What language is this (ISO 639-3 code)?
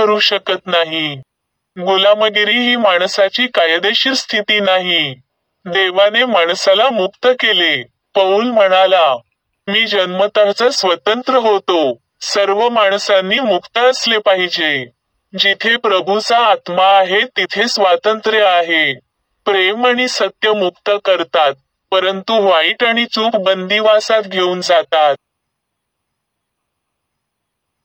mar